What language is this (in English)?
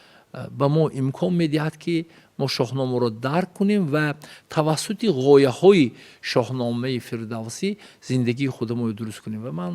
Tajik